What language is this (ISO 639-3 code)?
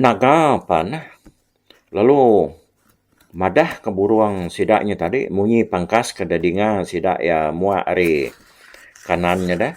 iba